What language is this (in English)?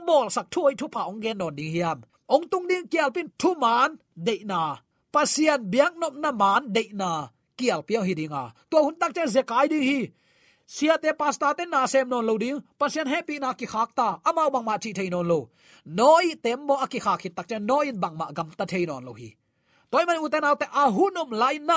Tedim Chin